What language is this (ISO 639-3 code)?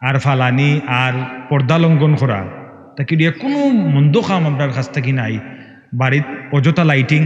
syl